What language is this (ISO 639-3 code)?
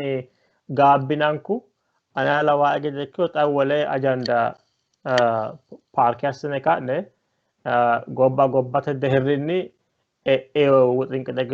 sid